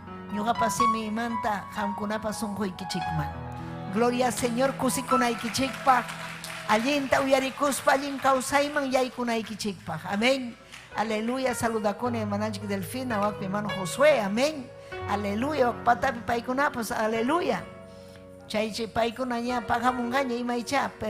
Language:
Ayacucho Quechua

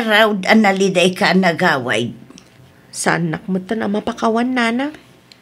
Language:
Iloko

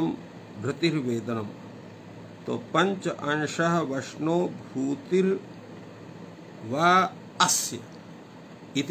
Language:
Sanskrit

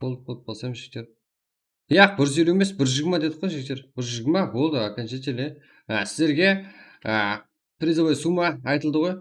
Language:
Kara-Kalpak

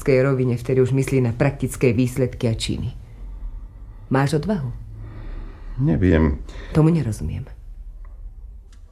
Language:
Slovak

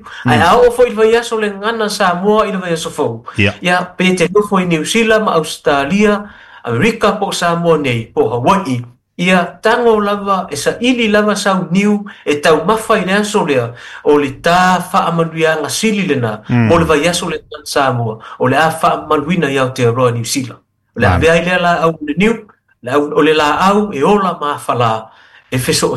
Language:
Samoan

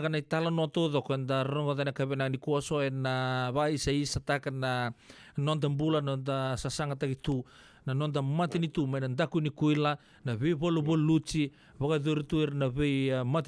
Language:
Fijian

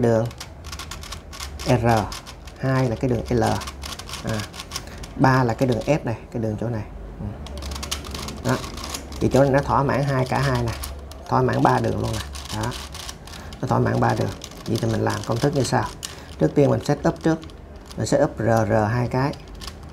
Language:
Vietnamese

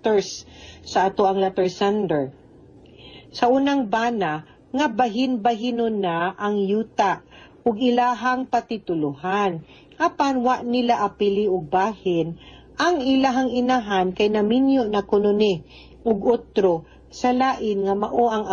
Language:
Cebuano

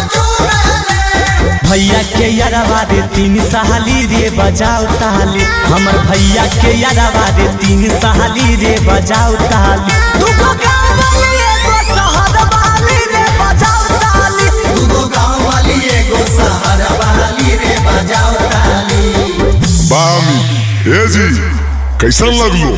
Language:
Magahi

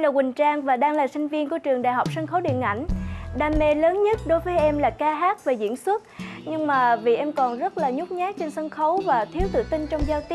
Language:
Vietnamese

